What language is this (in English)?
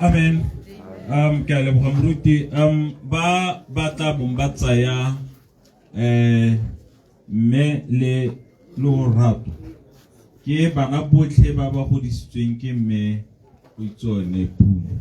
Tswana